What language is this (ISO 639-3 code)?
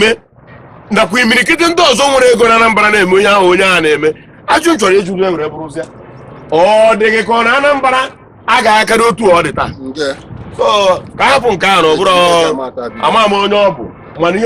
ibo